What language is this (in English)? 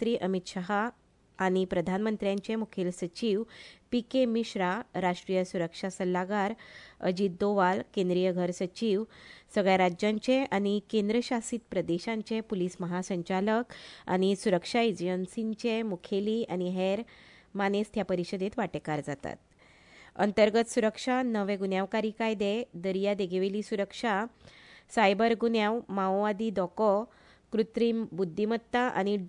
Konkani